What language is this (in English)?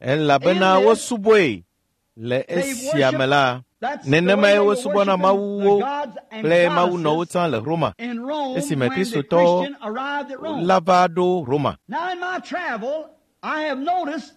Ewe